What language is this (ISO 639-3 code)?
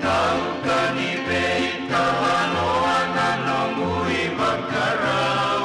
fij